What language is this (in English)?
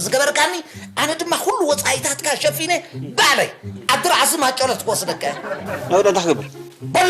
Tigrinya